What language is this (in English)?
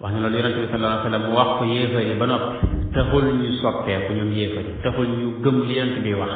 Wolof